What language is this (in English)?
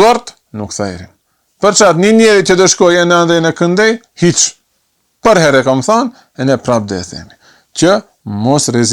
Albanian